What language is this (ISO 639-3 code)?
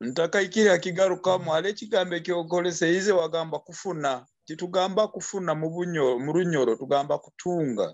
nyo